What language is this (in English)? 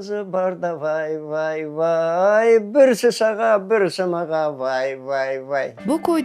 Crimean Tatar